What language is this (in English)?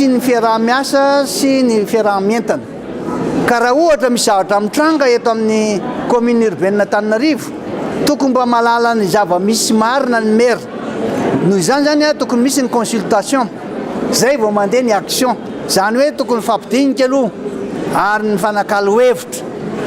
Malagasy